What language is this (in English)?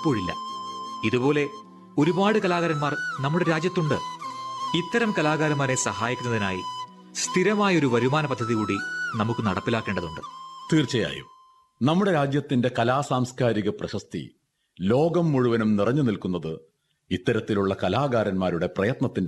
Malayalam